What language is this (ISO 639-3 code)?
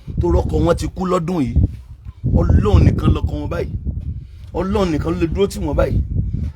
yor